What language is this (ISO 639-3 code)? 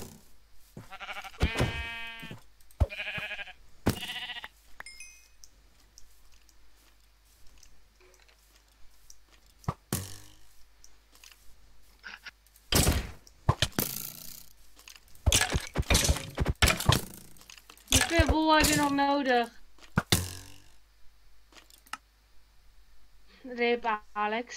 nld